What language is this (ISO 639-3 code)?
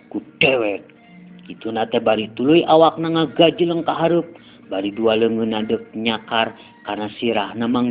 sun